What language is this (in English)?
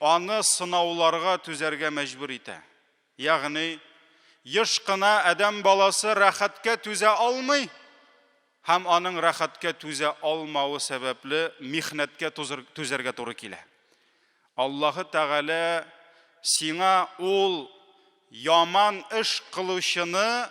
Tatar